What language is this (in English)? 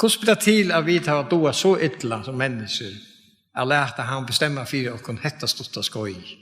Faroese